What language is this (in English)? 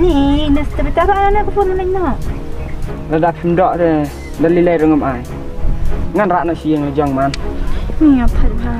Khasi